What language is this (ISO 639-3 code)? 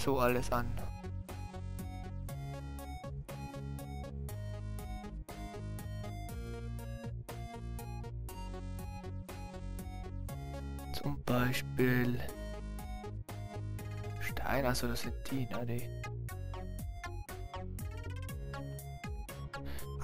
deu